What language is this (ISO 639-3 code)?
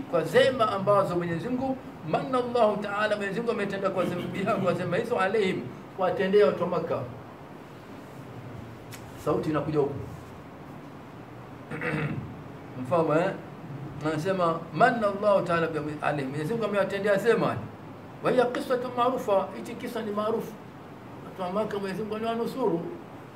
swa